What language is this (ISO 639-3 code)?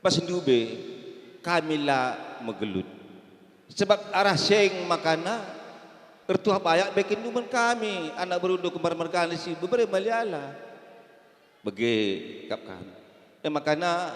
btx